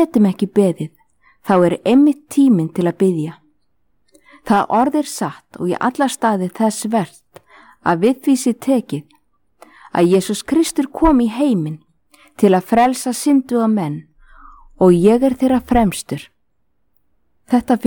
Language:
Icelandic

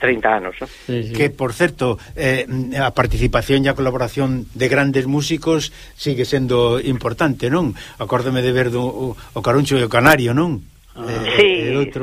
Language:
Galician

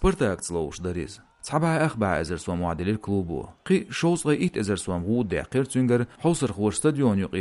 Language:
Chechen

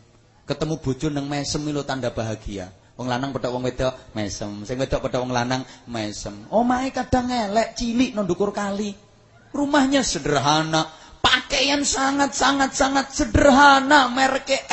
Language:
Javanese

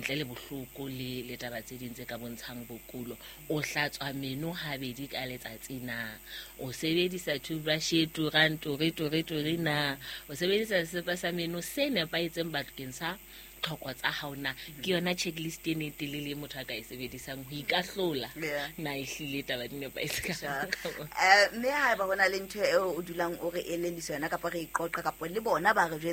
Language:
Southern Sotho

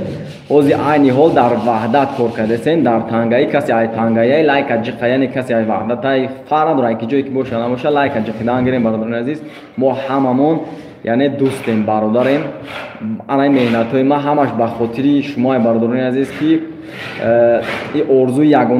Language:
Tajik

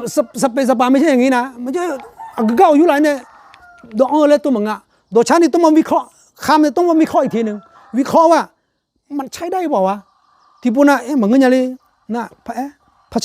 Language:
Akha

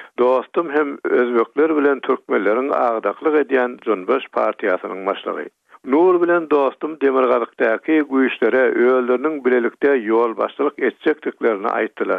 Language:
Turkmen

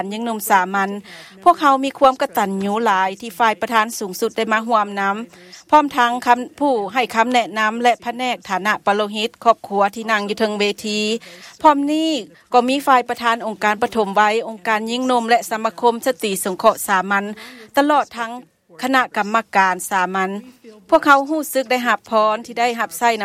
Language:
Thai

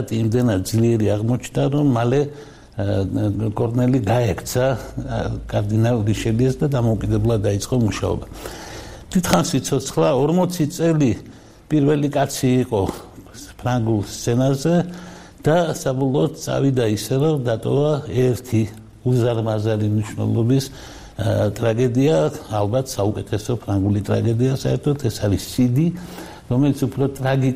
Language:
Georgian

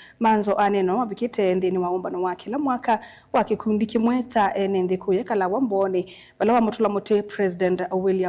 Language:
Kamba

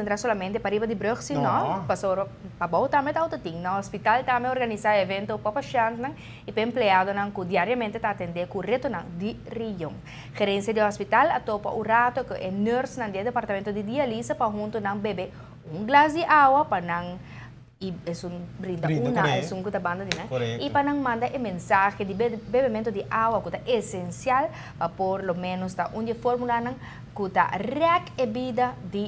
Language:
Papiamento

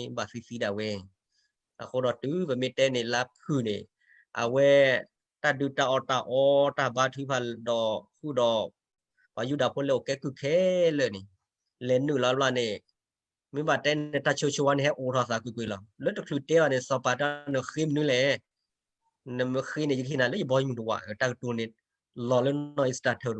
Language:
S'gaw Karen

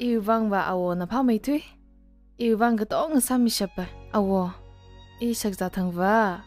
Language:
Tangkhul Naga (India)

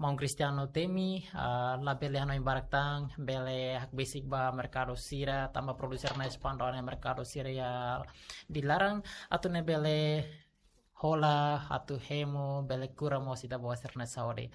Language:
Tetum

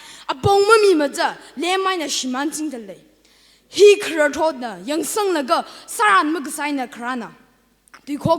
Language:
Tangkhul Naga (India)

